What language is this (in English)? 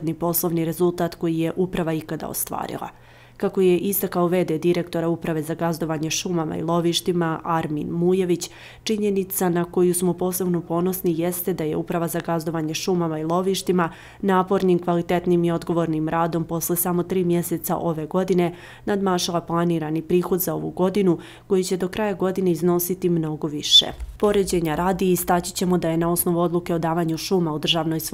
Serbian